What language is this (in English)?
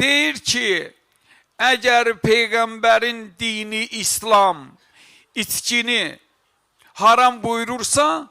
Azerbaijani